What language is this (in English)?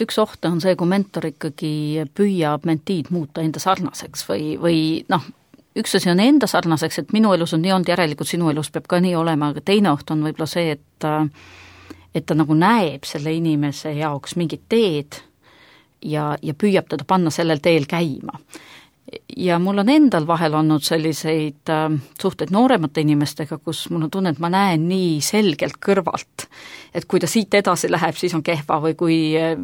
Estonian